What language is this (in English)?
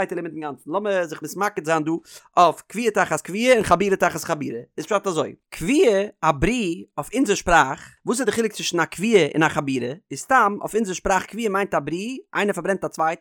Yiddish